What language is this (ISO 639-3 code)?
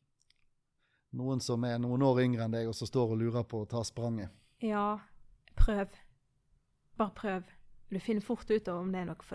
nor